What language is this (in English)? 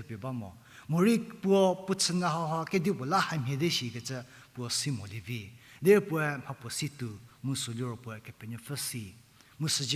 Angami Naga